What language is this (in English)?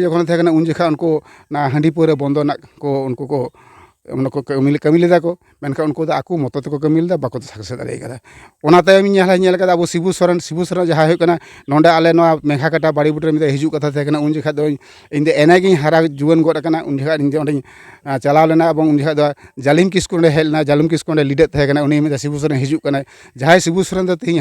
Santali